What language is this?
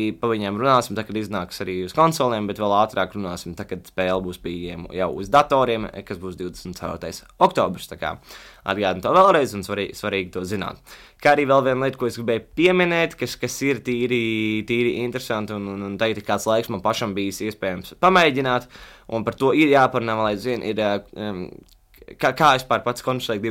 Latvian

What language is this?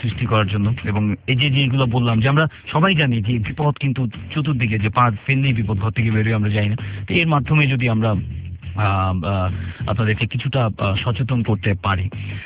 Bangla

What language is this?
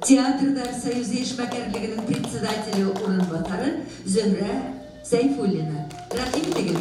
Bashkir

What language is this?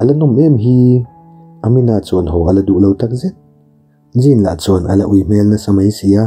Mizo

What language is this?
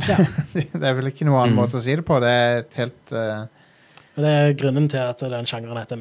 Norwegian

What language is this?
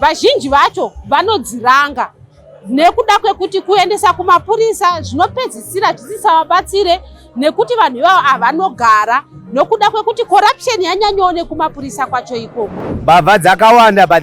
Shona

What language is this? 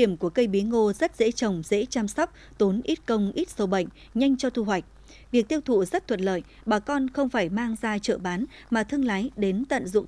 Vietnamese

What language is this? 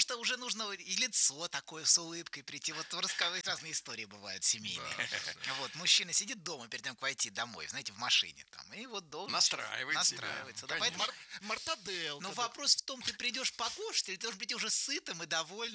Russian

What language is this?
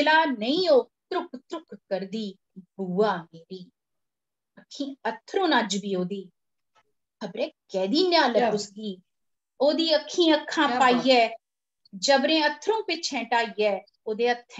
Dogri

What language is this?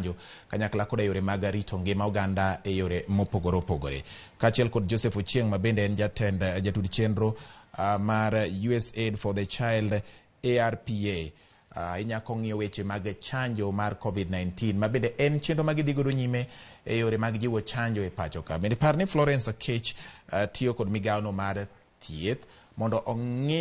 Luo (Kenya and Tanzania)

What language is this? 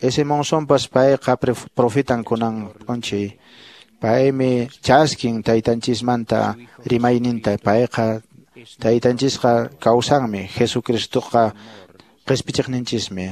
Quechua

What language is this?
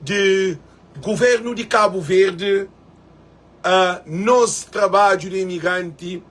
Kabuverdianu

